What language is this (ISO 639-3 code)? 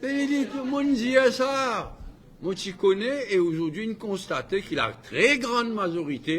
mfe